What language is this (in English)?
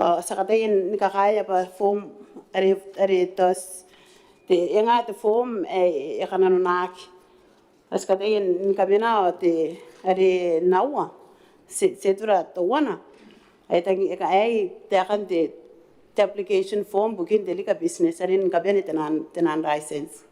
Gilbertese